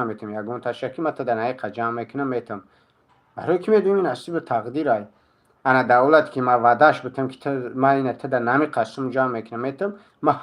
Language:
Tajik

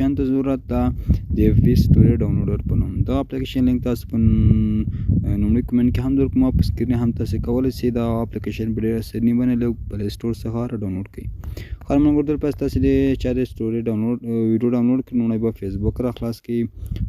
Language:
Pashto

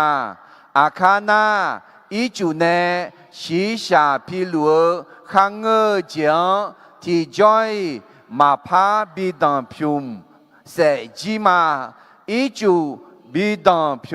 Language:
Akha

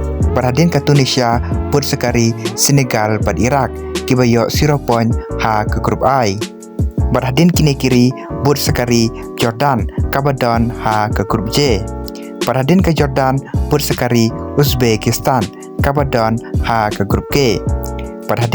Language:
Khasi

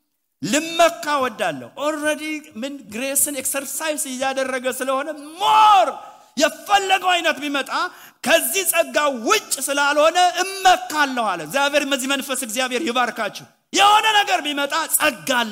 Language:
Amharic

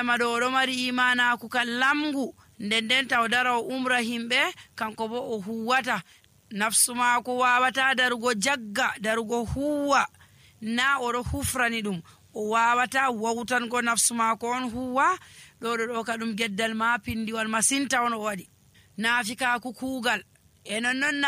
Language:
Nigerian Fulfulde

